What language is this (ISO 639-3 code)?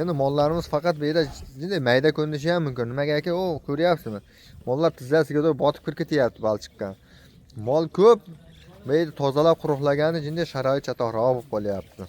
uzb